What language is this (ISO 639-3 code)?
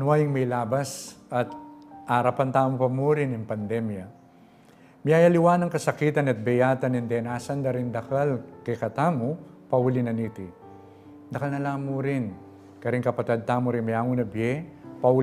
pam